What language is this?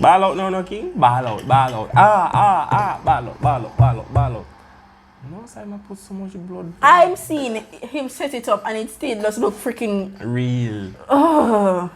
Jamaican Creole English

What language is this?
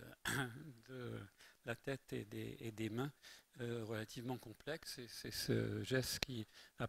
French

